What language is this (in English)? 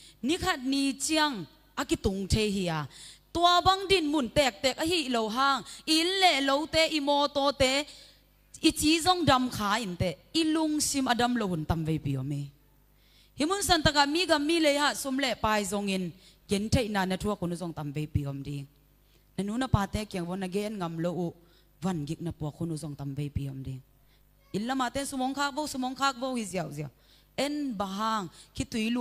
Tedim Chin